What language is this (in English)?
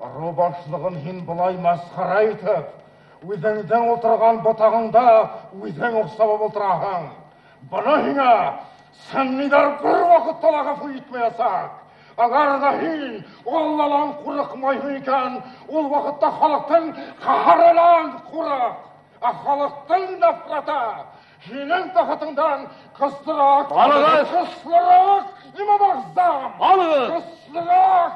Bashkir